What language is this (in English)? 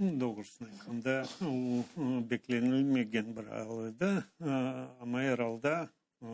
Crimean Tatar